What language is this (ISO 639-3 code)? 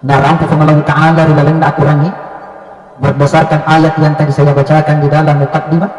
bug